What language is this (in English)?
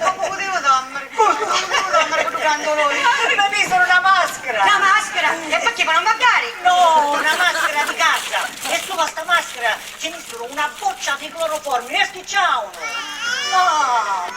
Sicilian